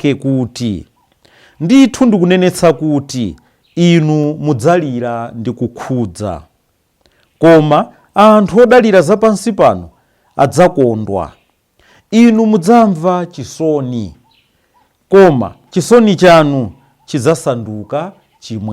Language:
Nyanja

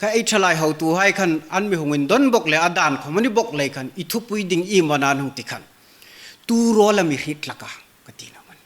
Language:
Hmar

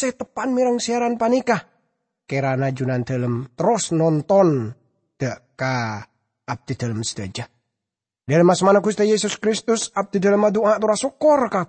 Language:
Madurese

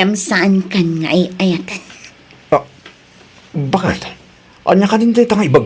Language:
Iloko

